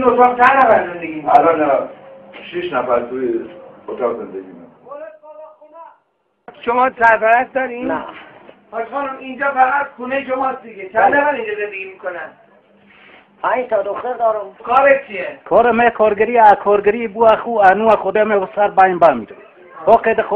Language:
Persian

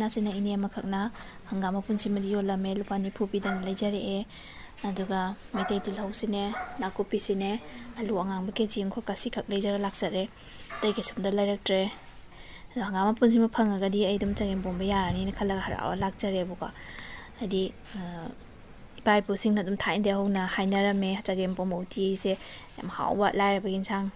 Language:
Manipuri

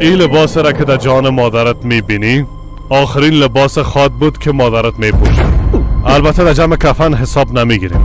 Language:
Persian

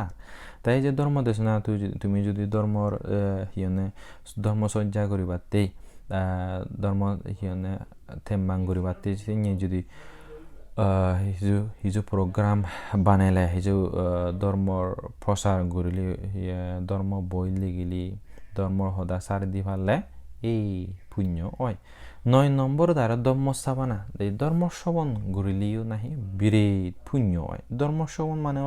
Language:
Chakma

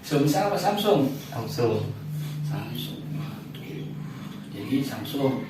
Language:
Betawi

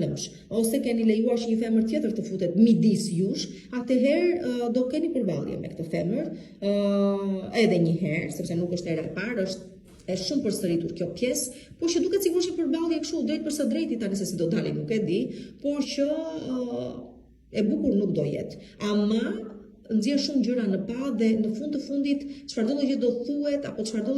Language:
Albanian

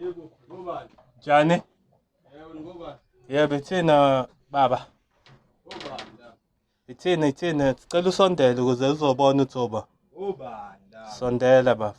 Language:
Zulu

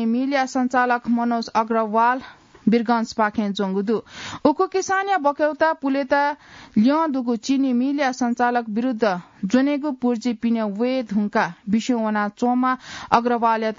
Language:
Newari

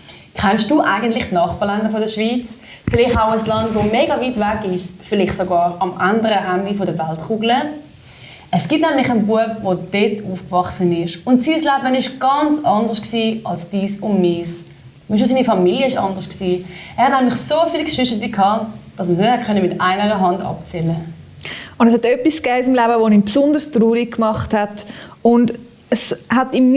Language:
Swiss German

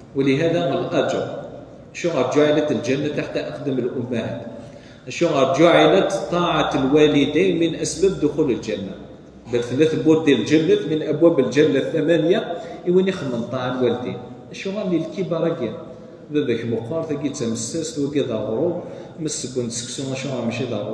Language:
Kabyle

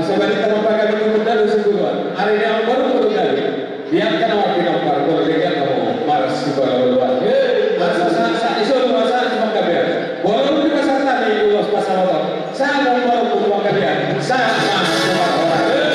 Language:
Batak Toba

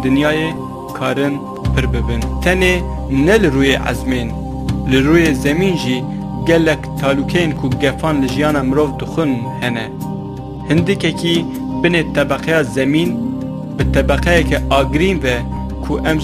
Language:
Kurdish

